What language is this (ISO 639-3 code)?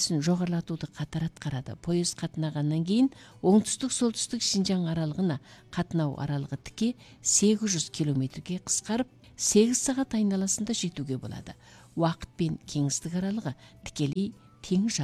kaz